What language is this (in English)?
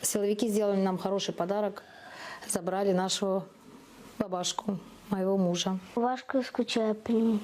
Crimean Tatar